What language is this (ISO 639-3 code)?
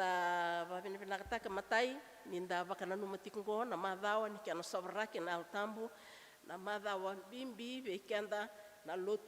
fij